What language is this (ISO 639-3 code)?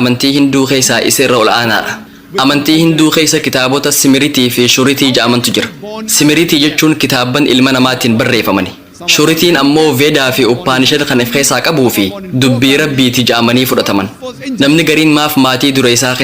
orm